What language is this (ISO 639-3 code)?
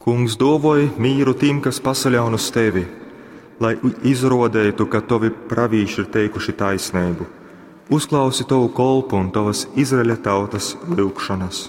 ltg